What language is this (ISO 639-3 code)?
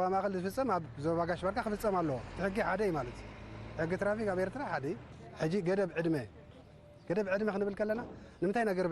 tir